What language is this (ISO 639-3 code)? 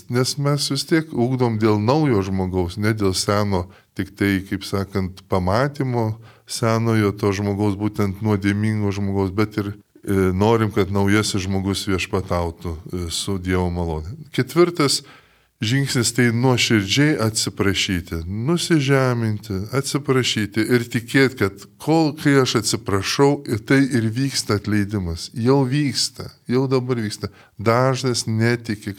lit